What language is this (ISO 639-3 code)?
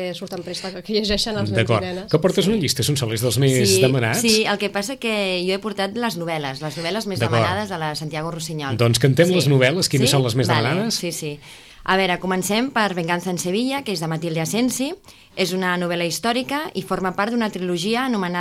cat